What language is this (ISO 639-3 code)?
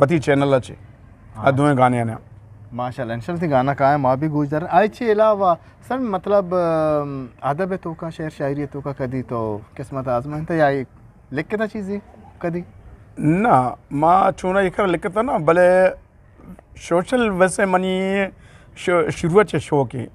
bgp